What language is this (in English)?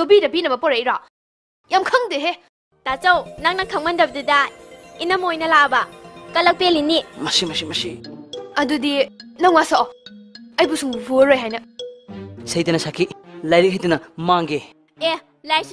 Manipuri